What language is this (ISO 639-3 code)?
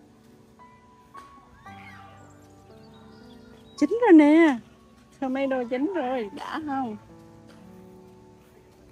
vie